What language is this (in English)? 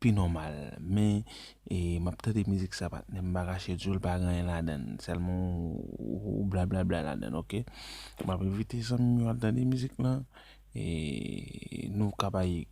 Haitian Creole